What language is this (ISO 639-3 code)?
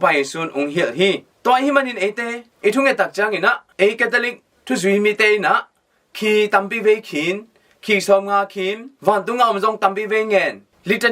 ctd